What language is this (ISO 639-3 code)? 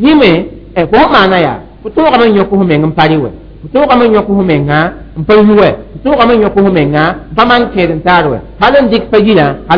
mos